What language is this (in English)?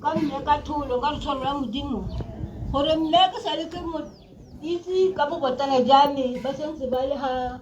Tswana